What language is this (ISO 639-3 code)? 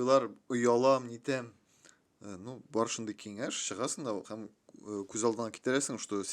tat